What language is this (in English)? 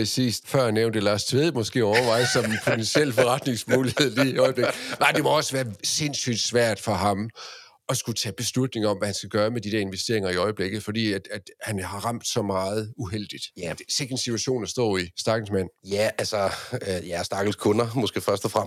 Danish